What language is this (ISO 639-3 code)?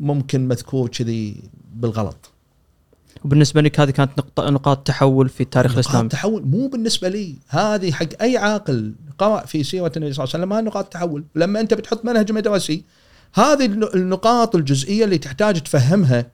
afb